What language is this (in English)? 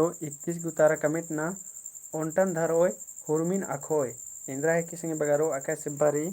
Kurukh